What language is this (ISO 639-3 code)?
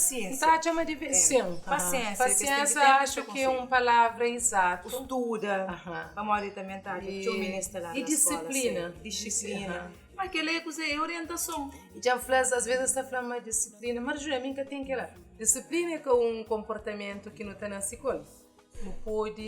kea